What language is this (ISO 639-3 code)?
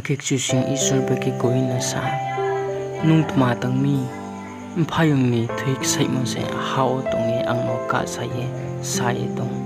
ria